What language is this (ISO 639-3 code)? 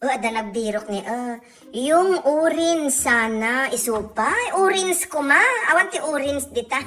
ilo